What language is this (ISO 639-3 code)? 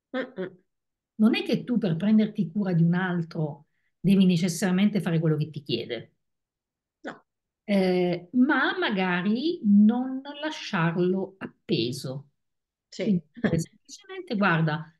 ita